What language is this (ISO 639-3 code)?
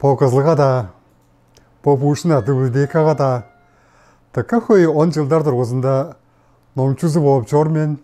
tyv